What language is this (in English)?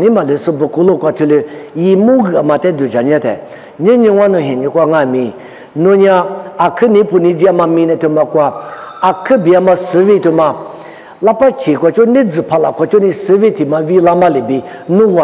Lisu